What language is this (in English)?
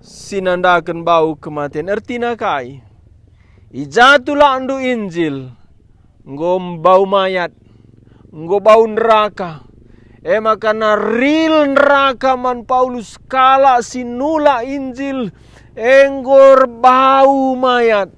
Batak Karo